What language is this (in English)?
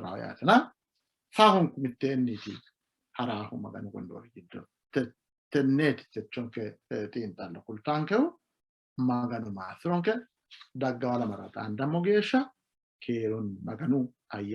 Sidamo